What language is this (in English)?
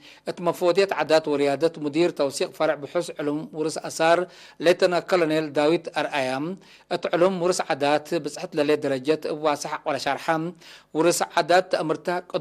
Tigre